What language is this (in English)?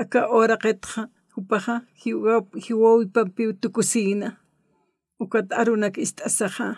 Aymara